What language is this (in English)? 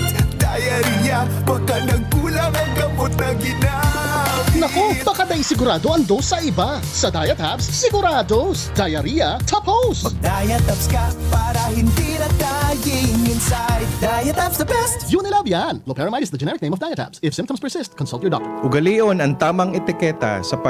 Bikol